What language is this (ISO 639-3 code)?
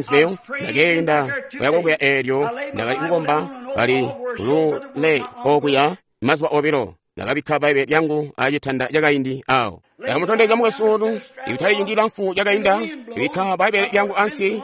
toi